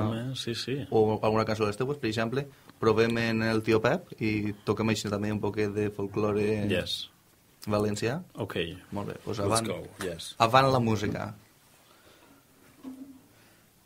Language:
Catalan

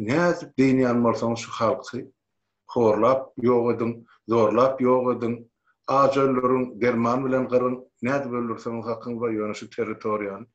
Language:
Turkmen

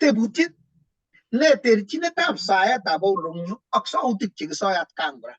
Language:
Kalenjin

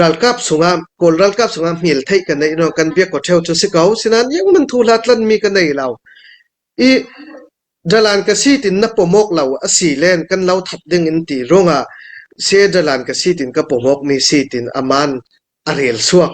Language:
Hakha Chin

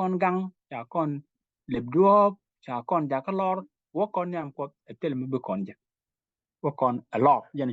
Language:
Nuer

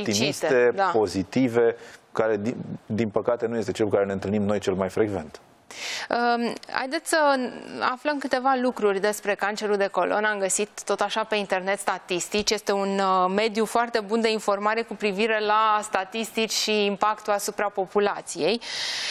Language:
Romanian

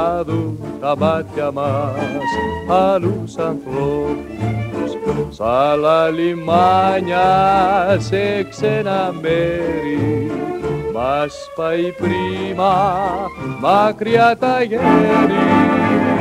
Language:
Greek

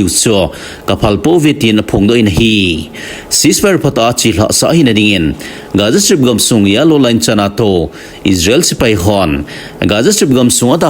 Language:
Thado Chin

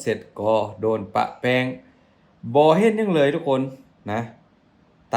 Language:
Lao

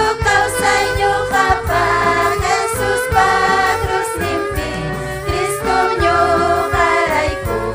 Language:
Ayacucho Quechua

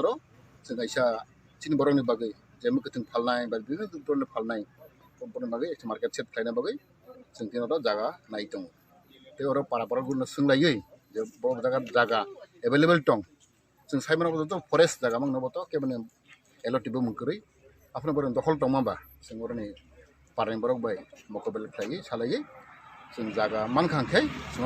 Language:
Kok Borok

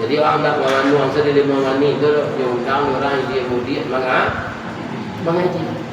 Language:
Minangkabau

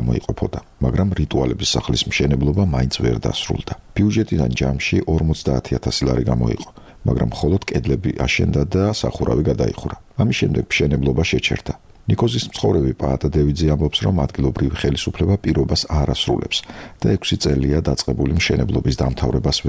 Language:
Georgian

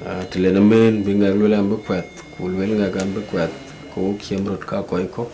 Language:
Dinka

